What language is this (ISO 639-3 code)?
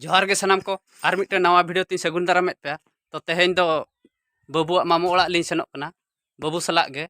sat